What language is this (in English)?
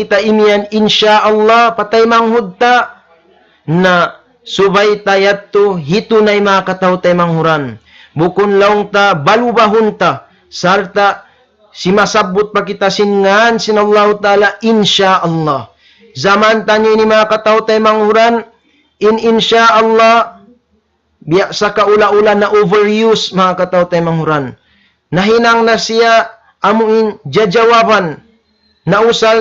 Tausug